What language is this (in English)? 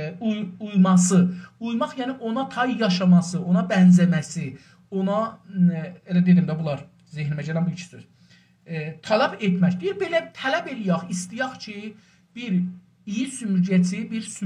South Azerbaijani